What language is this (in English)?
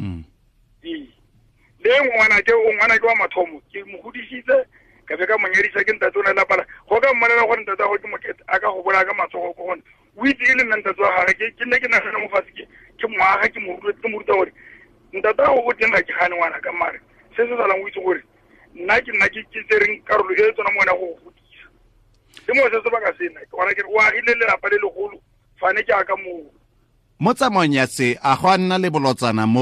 Tswana